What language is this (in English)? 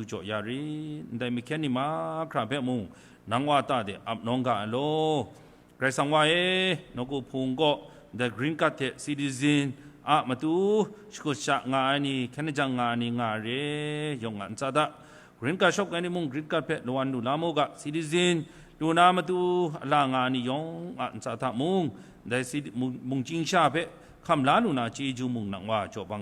Kachin